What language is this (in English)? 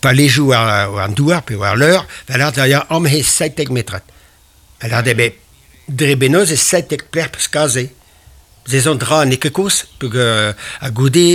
Breton